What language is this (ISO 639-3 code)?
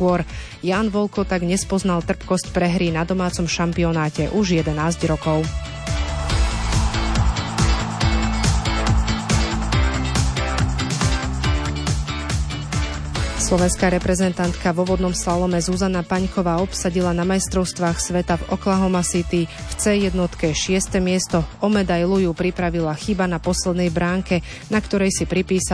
slk